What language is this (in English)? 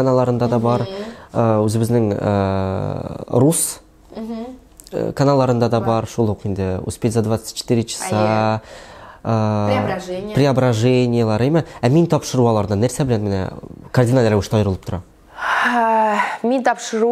Tatar